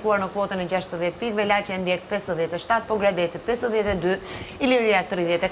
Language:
Albanian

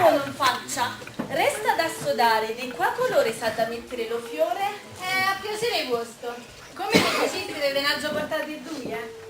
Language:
Neapolitan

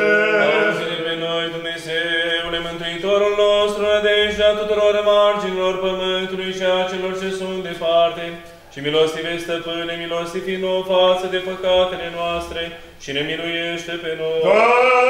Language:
Romanian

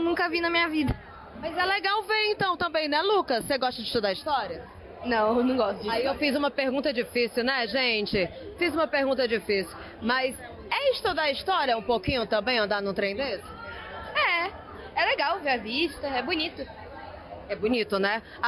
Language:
Portuguese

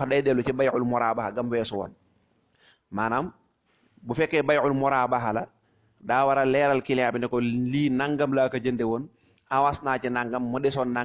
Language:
Wolof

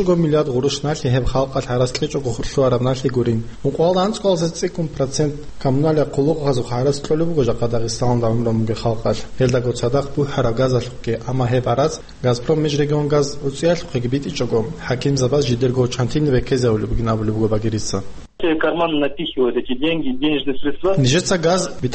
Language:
Avaric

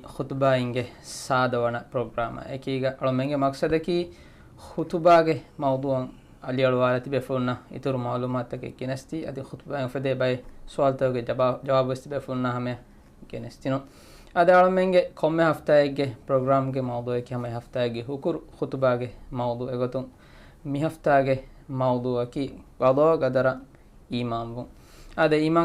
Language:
Divehi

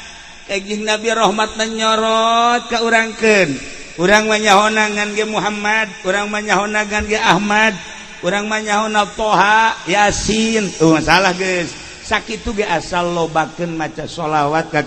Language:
Sundanese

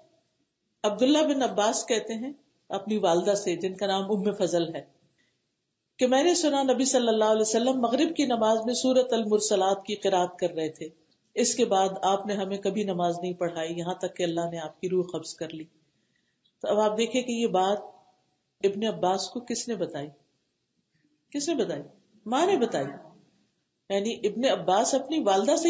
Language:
Urdu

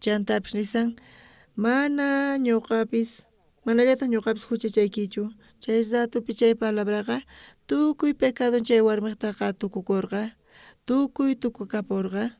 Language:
South Bolivian Quechua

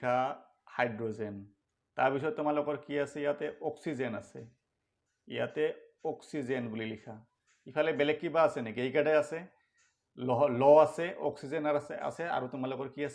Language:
Assamese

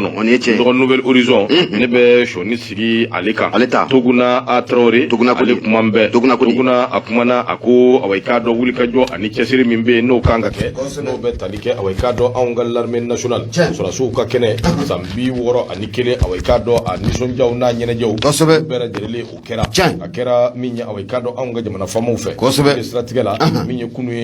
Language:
Bambara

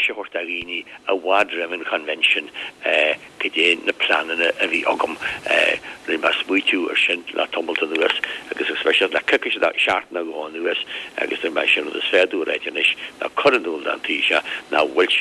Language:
Irish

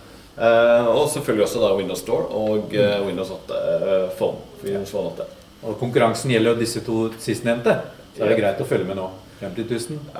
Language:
Norwegian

